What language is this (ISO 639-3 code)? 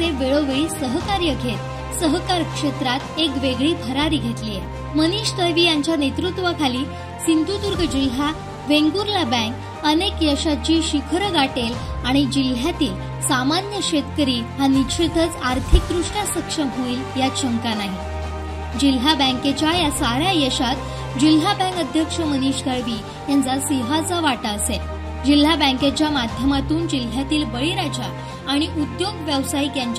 mar